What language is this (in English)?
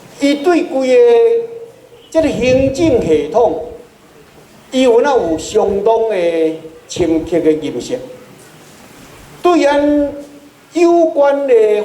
Min Nan Chinese